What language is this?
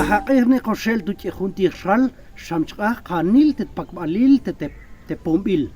Tektiteko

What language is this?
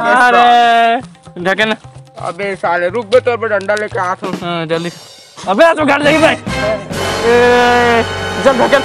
Chhattisgarhi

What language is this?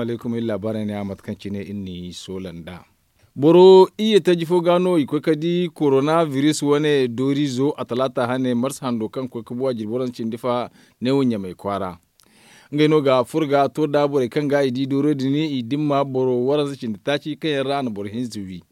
Zarma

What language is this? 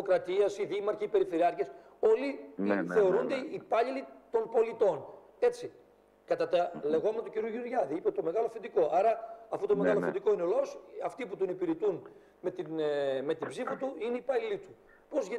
Greek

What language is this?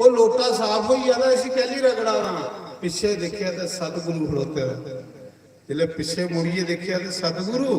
Dogri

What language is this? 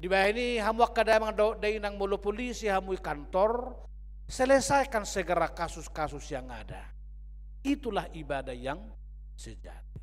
Batak Toba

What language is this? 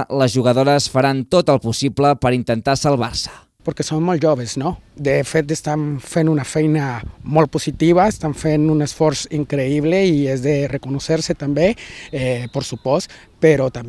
Catalan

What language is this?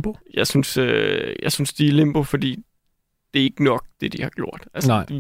Danish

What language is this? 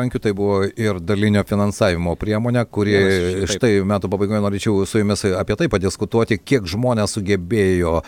Lithuanian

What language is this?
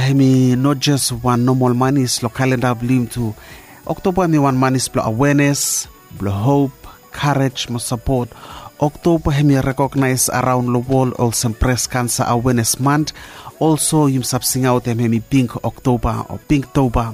Bislama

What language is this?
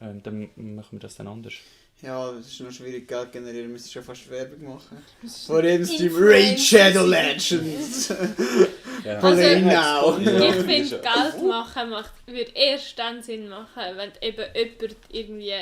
Swiss German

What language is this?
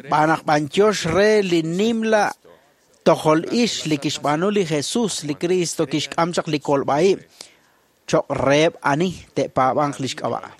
Kekchí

